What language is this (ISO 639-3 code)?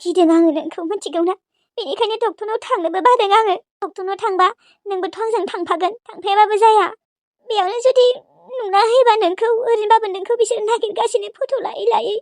brx